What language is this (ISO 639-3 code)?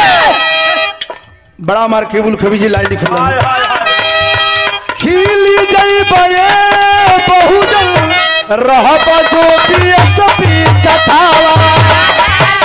bho